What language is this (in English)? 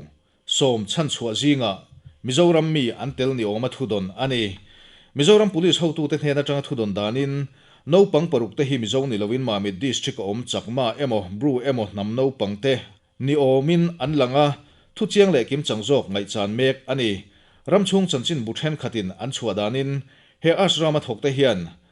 Mizo